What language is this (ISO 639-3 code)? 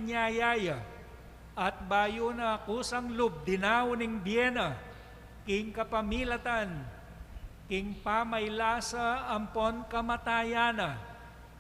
pam